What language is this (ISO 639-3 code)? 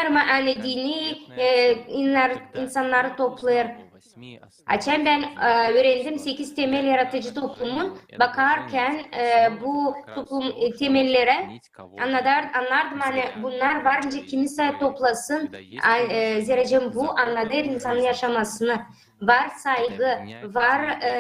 gag